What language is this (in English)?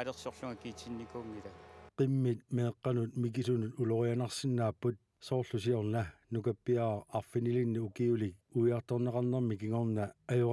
Kalaallisut